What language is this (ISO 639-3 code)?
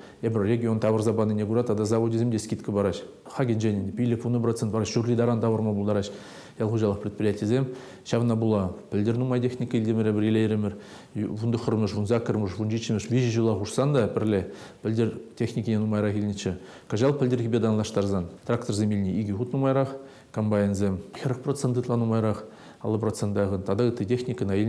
chv